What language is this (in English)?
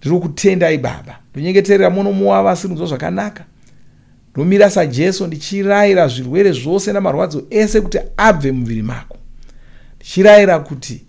Shona